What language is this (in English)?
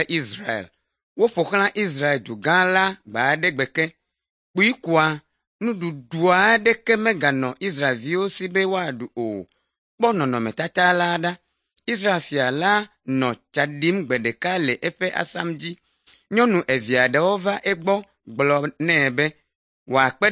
Ewe